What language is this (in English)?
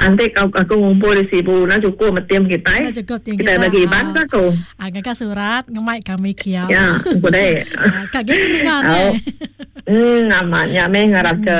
Iban